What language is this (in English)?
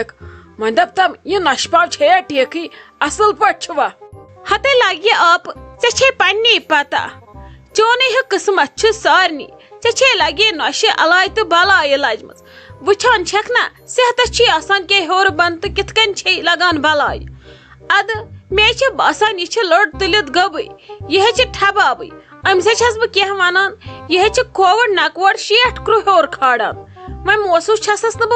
Kashmiri